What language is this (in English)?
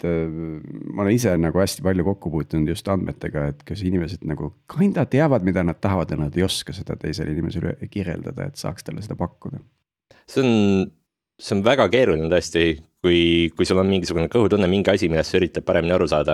Estonian